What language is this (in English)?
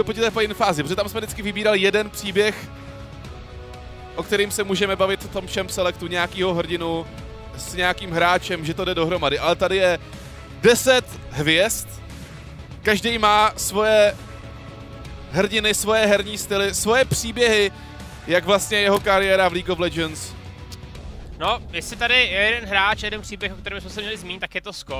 Czech